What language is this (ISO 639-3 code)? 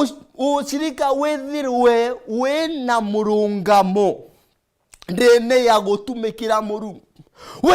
mer